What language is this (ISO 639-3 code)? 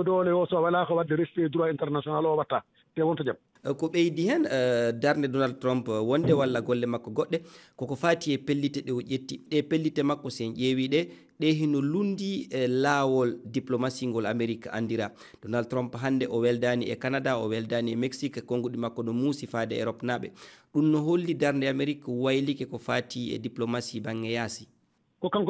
ful